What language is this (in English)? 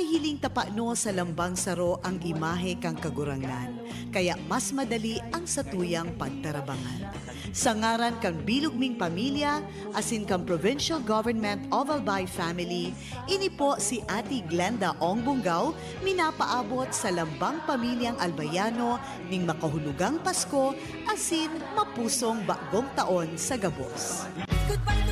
Bikol